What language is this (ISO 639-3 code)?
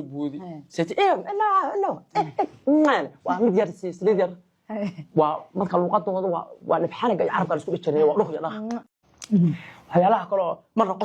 som